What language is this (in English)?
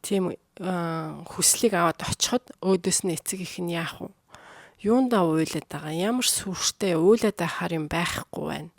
Mongolian